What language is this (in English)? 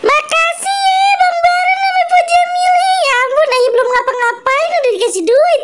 Betawi